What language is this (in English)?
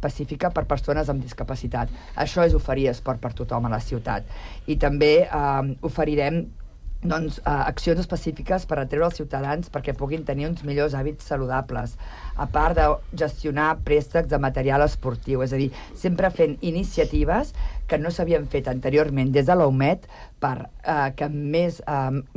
Catalan